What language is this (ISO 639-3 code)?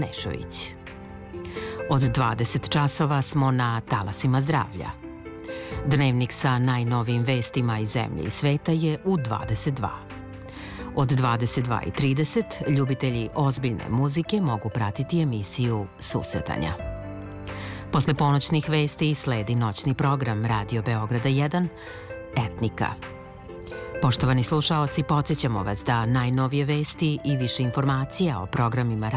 srp